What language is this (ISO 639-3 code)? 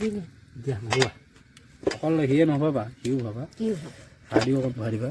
asm